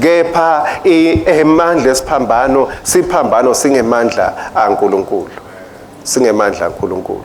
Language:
Swati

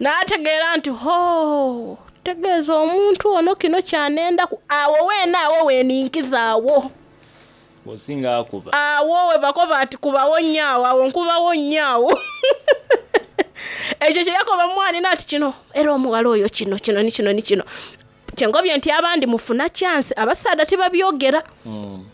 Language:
Soga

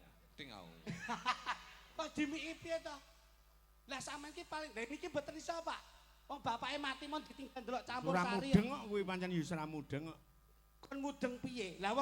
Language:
Javanese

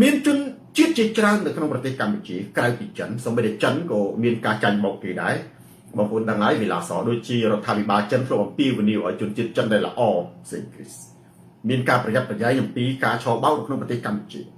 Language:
Khmer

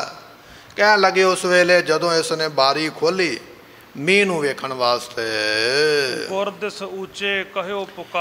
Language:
Punjabi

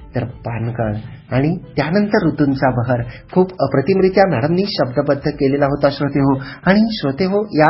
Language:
Marathi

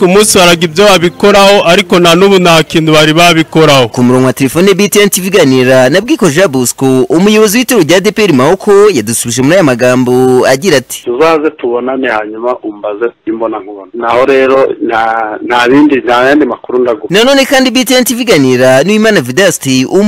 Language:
Kinyarwanda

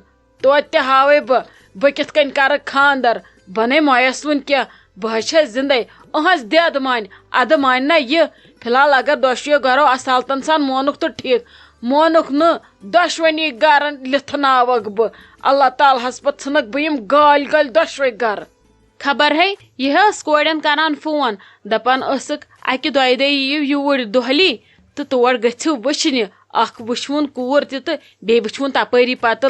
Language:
Kashmiri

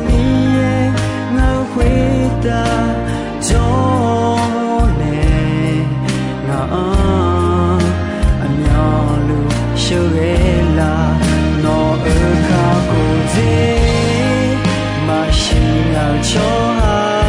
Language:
Akha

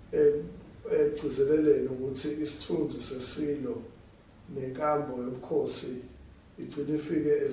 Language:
Zulu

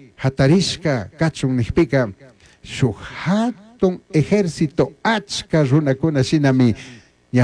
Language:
Chimborazo Highland Quichua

